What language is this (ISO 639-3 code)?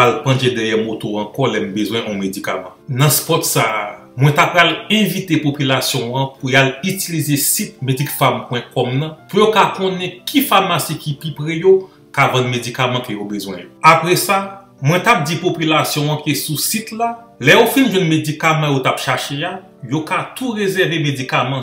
hat